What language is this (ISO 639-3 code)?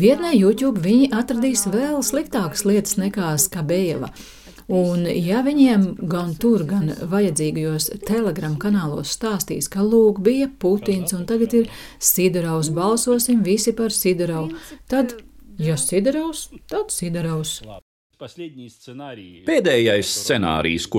lav